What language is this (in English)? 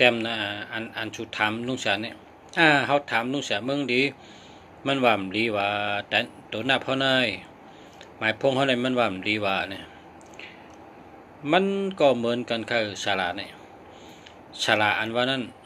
Shan